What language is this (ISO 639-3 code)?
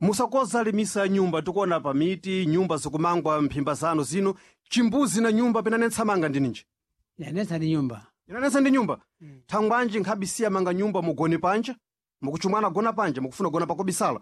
seh